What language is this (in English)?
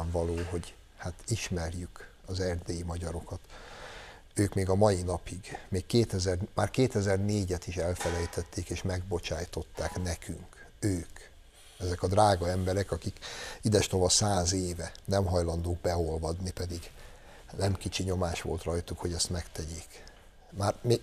Hungarian